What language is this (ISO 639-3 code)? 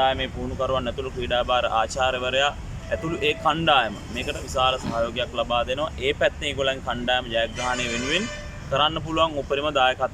sin